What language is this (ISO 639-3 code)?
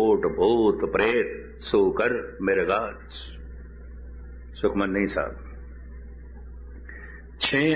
pan